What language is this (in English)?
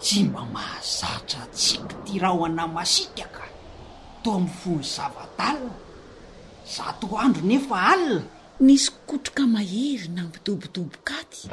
Malagasy